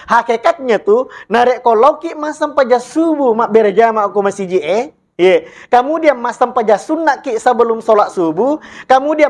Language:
Buginese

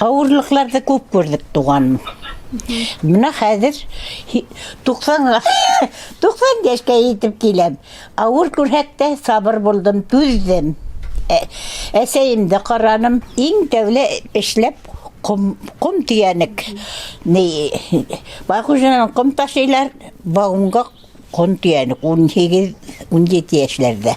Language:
Bashkir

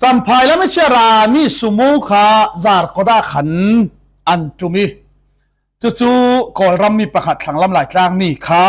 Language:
Falam Chin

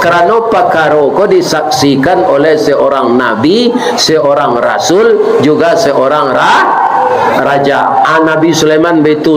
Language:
Minangkabau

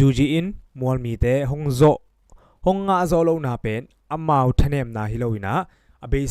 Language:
Tedim Chin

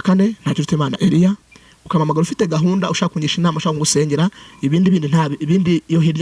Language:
Kinyarwanda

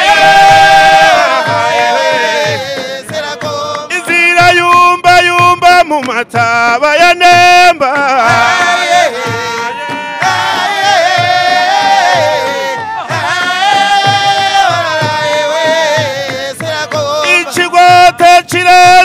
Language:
Kinyarwanda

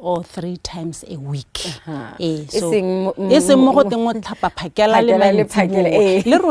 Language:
Tswana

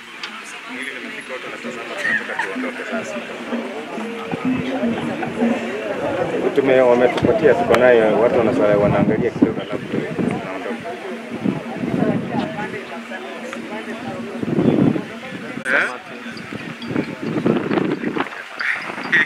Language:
Swahili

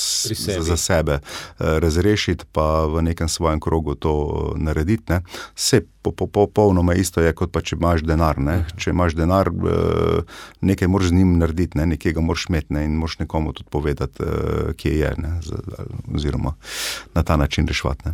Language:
Slovenian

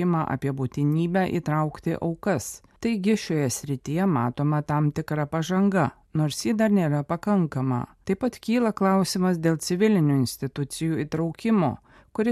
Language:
Lithuanian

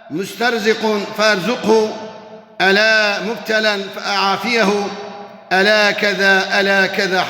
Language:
Kurdish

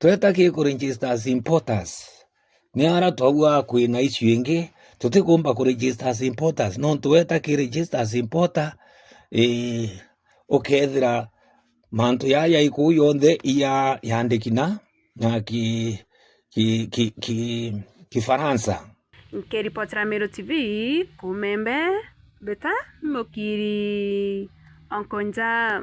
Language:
Meru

